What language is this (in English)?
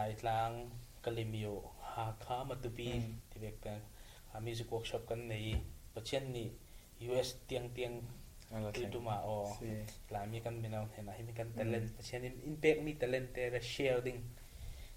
Falam Chin